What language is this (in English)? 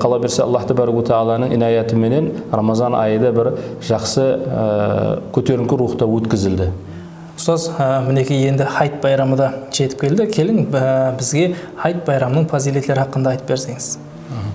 Kara-Kalpak